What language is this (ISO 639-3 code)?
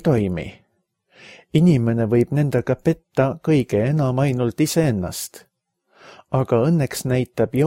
est